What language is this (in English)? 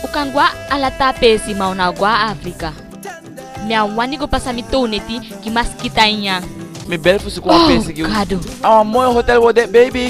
Eastern Maroon Creole